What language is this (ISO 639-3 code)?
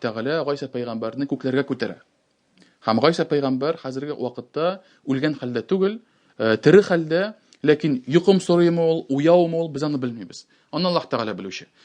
tat